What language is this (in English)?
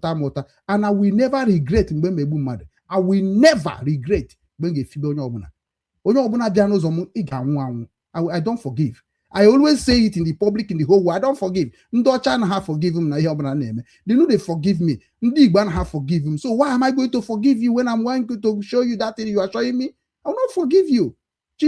Igbo